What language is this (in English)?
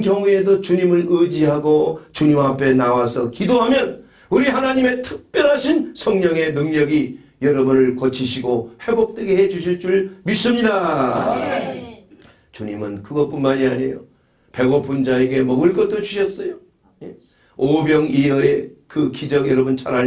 Korean